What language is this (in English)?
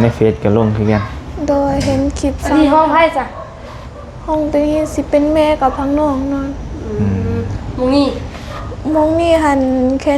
Lao